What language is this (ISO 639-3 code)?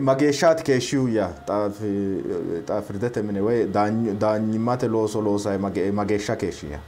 sid